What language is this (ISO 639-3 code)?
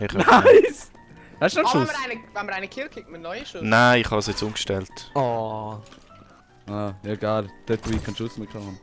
gsw